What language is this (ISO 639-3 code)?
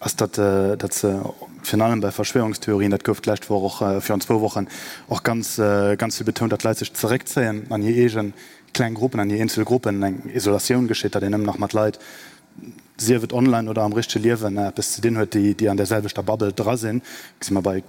ltz